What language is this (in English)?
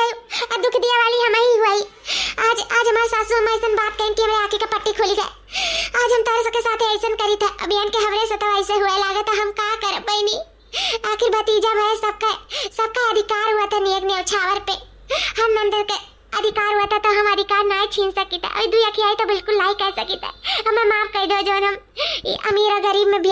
Awadhi